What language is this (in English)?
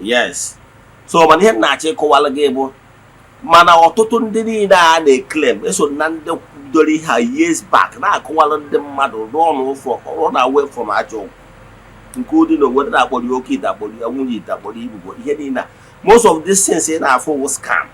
Igbo